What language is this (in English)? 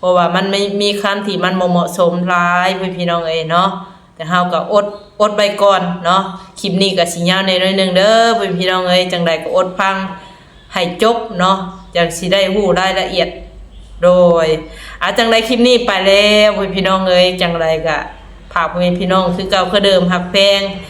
Lao